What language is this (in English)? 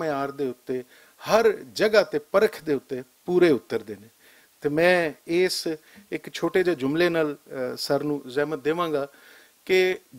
Western Panjabi